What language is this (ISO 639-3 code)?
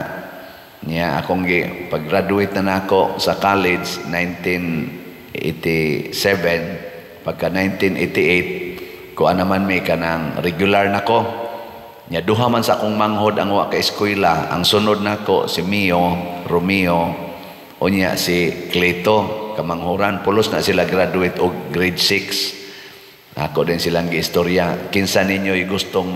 ceb